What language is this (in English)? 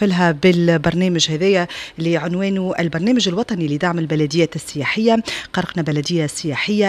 Tunisian Arabic